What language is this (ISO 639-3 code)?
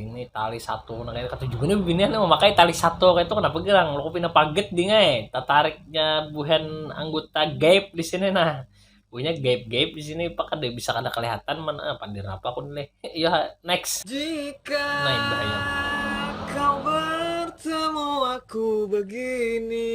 bjn